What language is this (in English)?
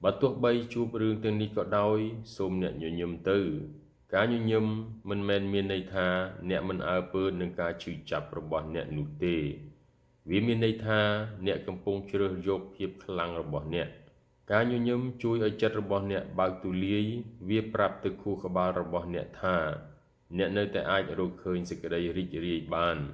Khmer